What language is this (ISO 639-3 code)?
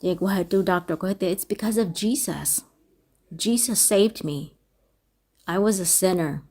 hmn